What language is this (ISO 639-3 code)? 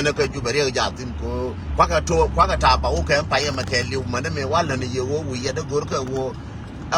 nus